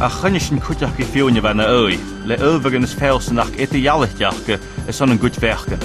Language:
Scottish Gaelic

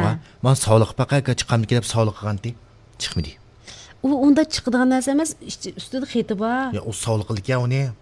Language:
Uyghur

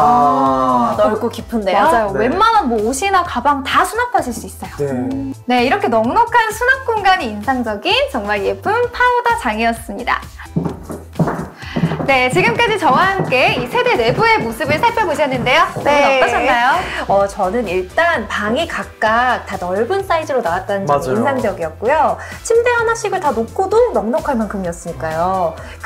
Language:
Korean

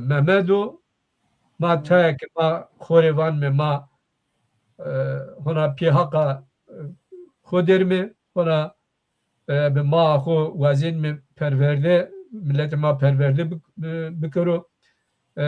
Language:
Zaza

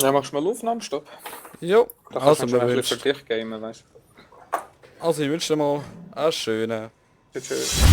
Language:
Swiss German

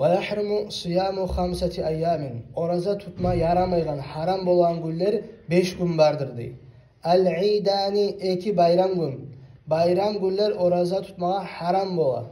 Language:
Kumyk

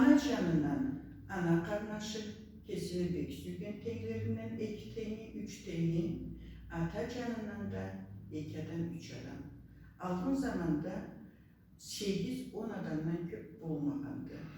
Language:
Karachay-Balkar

